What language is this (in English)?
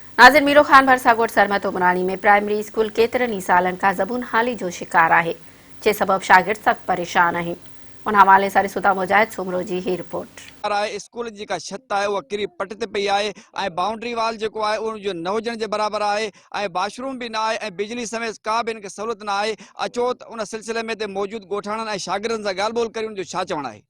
Sindhi